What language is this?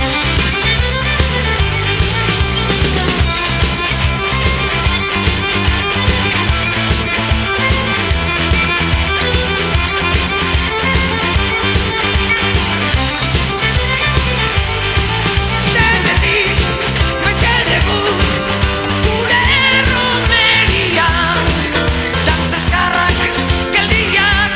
Basque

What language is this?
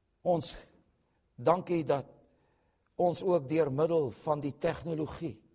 Afrikaans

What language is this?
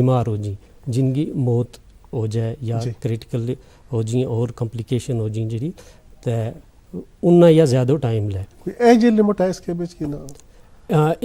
Gujari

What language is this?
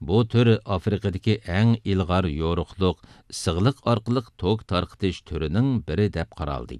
Uyghur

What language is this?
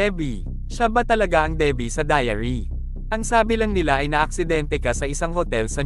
Filipino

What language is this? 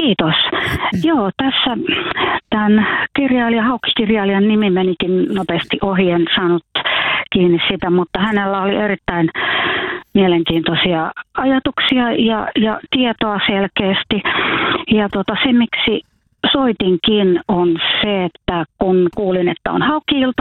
Finnish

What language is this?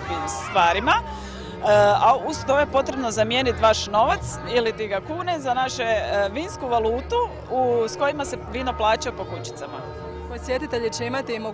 Croatian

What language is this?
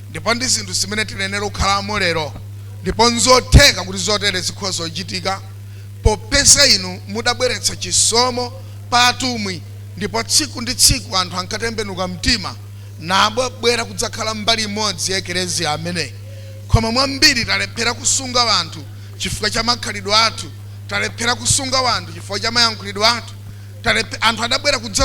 Nyanja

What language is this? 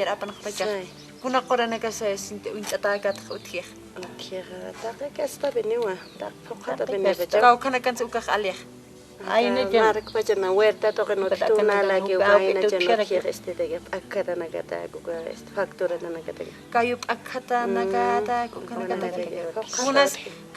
Aymara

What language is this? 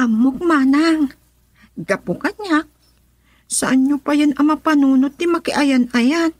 Iloko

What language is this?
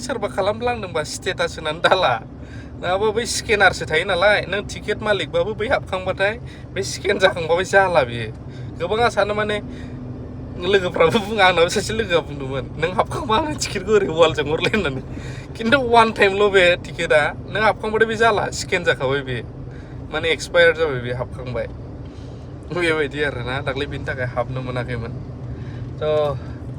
Bodo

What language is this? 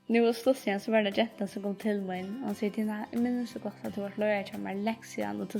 Faroese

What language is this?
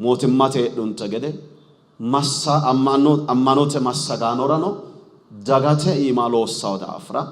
Sidamo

